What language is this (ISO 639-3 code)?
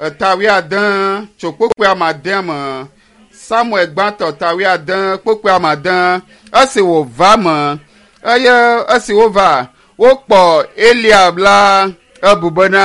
ewe